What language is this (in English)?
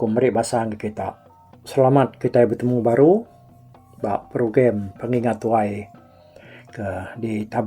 Iban